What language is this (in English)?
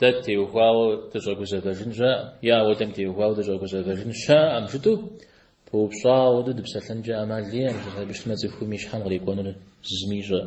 Kabardian